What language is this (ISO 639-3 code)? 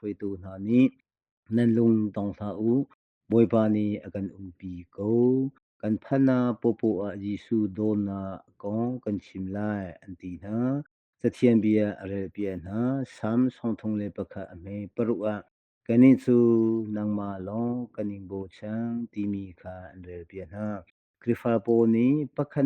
cnh